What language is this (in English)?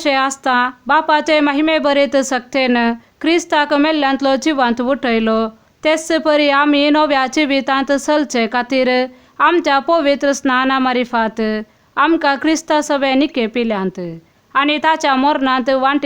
Konkani